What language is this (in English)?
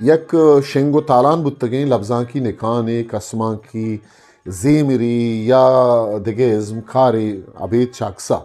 Eastern Balochi